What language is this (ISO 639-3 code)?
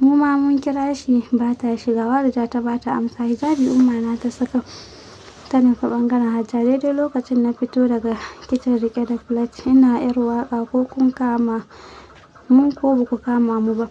hau